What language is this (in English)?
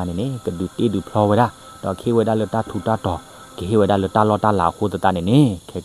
S'gaw Karen